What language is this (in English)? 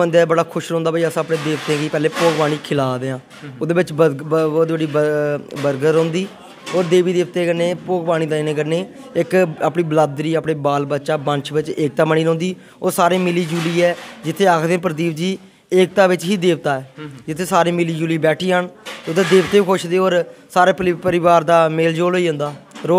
Dogri